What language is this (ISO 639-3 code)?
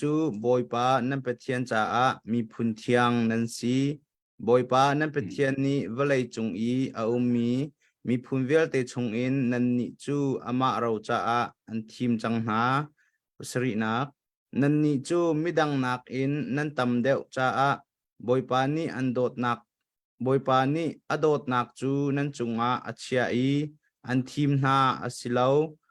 cnh